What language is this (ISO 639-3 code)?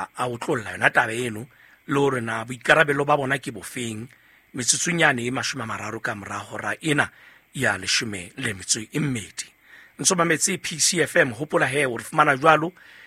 sot